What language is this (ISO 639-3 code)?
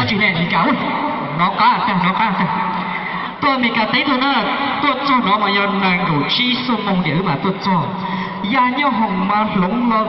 hmn